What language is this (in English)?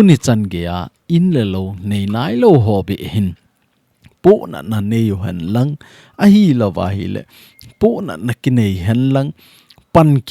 Thado Chin